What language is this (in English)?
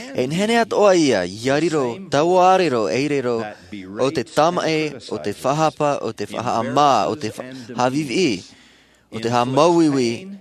Tahitian